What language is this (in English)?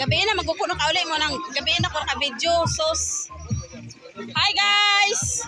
Cebuano